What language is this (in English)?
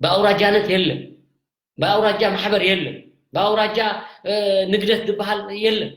Tigrinya